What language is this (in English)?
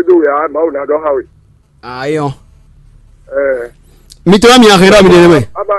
Fon